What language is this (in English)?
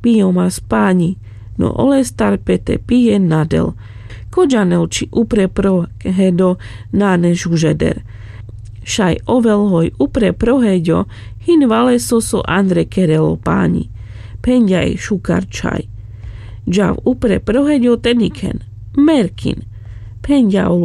Carpathian Romani